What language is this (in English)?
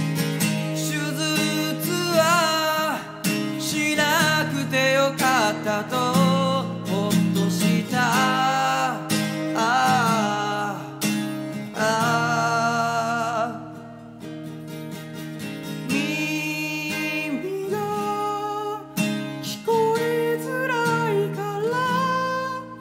Japanese